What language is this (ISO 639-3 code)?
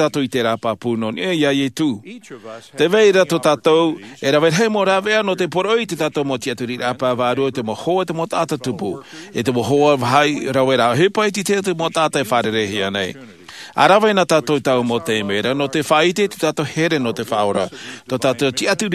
tah